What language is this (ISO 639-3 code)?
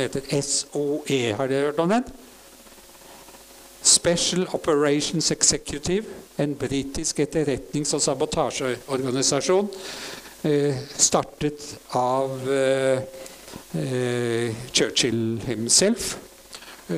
nor